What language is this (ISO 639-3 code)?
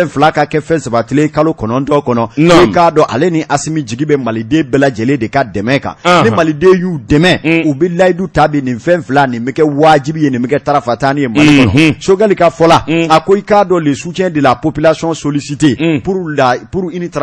bam